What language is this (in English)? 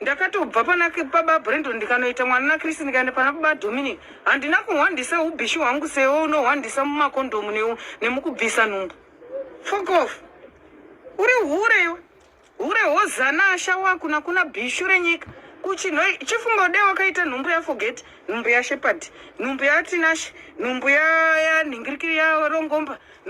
Shona